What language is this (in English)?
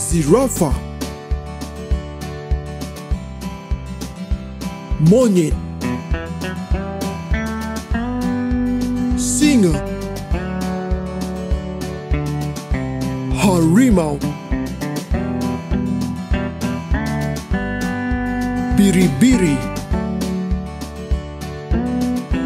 Malay